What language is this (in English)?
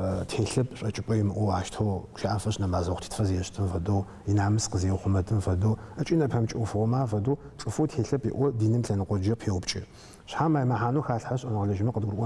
Adyghe